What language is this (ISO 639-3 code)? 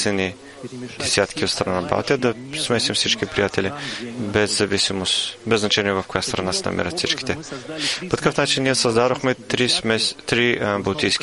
bul